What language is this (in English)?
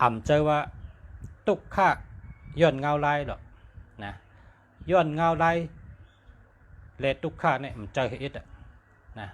Shan